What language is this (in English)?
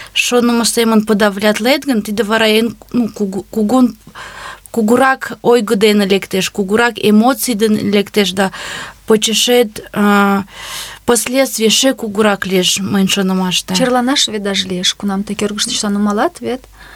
Mari